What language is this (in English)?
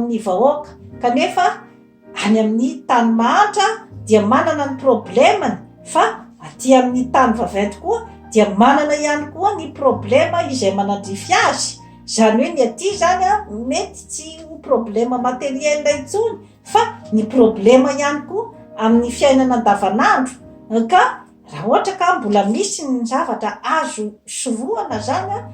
Malagasy